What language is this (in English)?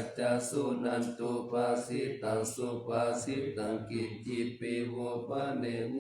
Pali